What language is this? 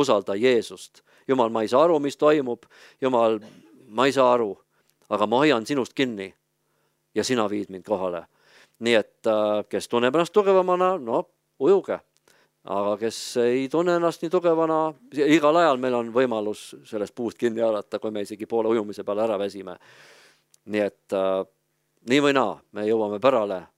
Estonian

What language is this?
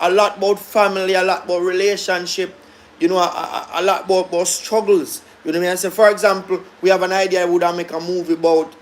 Jamaican Creole English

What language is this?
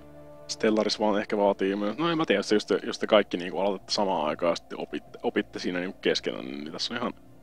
Finnish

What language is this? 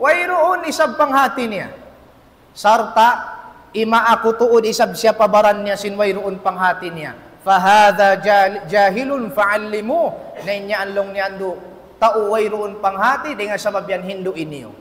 Tausug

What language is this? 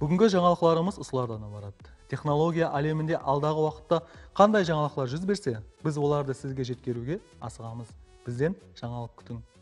Kara-Kalpak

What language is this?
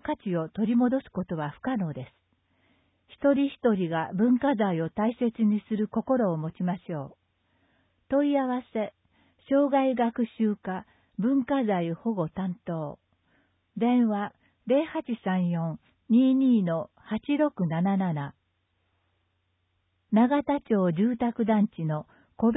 Japanese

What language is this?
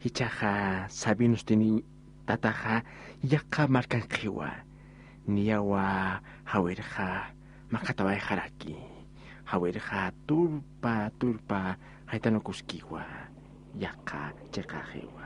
Aymara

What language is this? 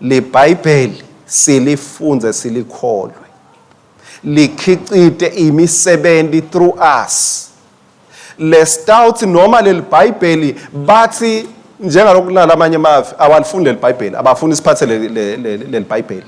Swati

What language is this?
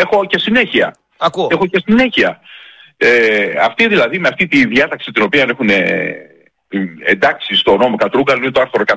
Greek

